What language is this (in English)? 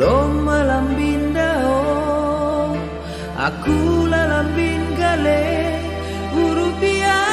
Batak Simalungun